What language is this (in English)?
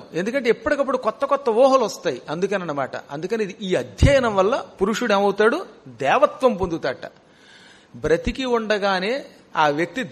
Telugu